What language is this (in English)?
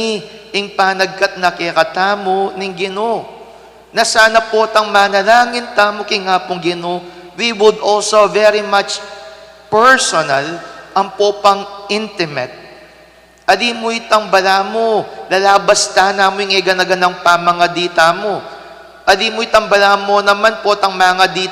Pampanga